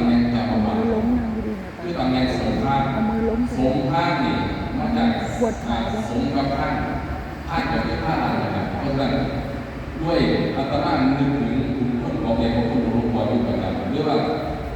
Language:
Northeastern Thai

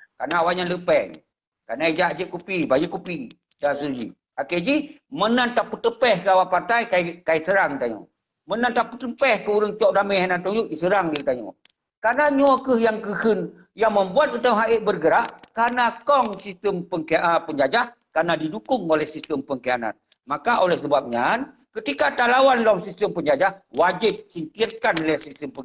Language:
Achinese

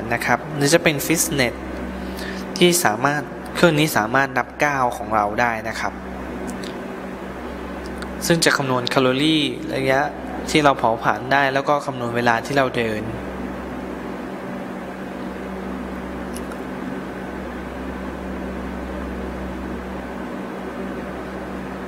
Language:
Thai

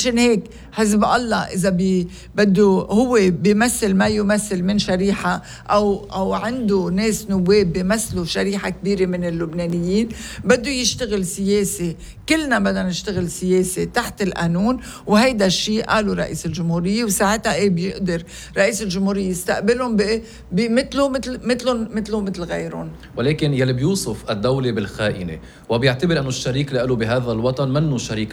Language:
North Levantine Arabic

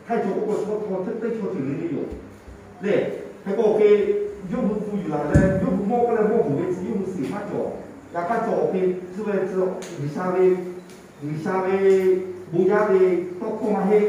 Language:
Lahu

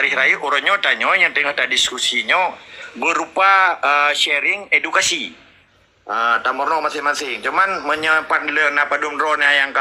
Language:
Achinese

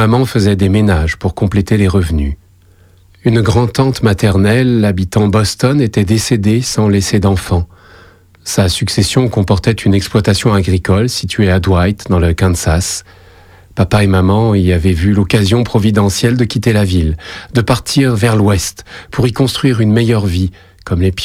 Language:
French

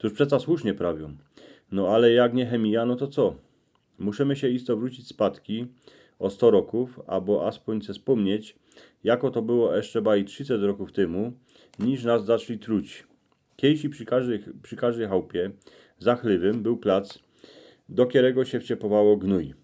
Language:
Silesian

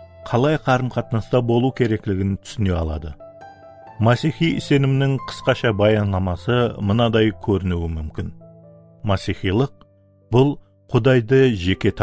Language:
Kara-Kalpak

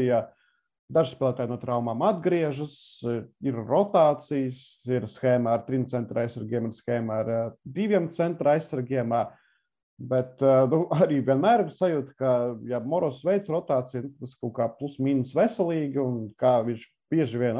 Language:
Latvian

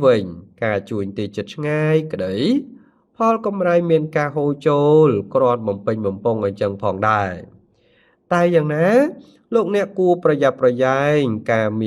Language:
Khmer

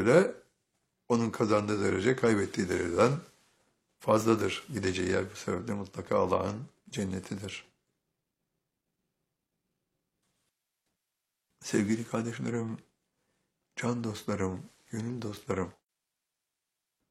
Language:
Turkish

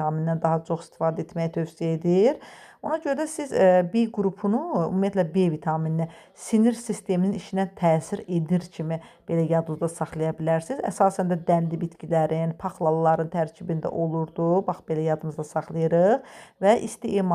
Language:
Azerbaijani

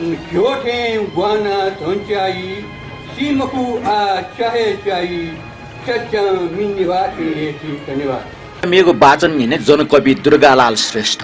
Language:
Newari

